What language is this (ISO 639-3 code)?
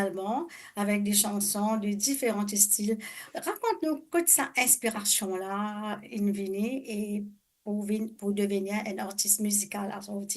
mfe